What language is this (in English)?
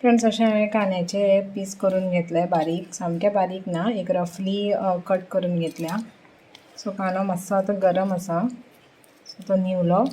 Konkani